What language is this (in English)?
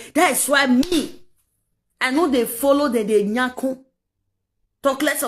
Nigerian Pidgin